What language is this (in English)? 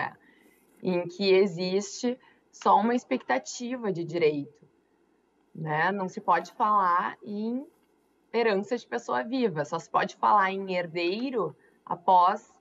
Portuguese